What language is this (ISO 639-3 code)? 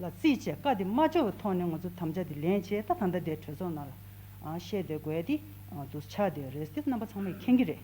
bod